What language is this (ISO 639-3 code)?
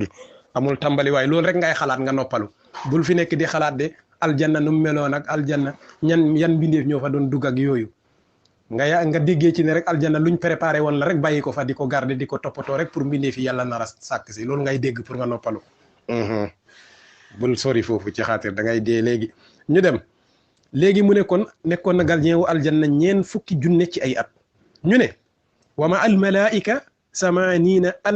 wol